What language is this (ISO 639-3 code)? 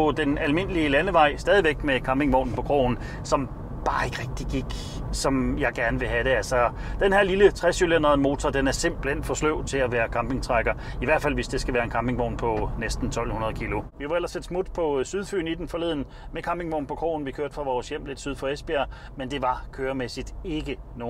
dan